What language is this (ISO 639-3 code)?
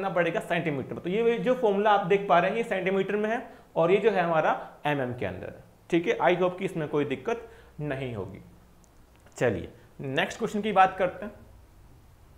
hin